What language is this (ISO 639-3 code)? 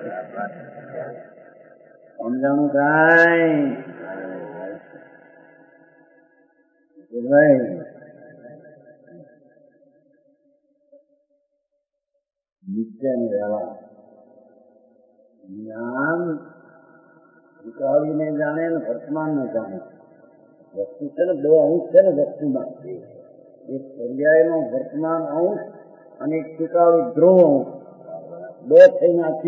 guj